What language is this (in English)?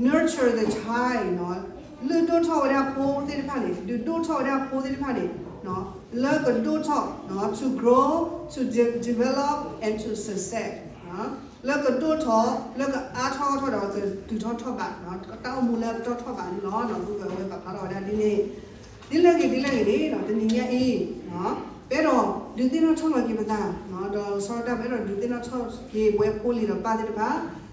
S'gaw Karen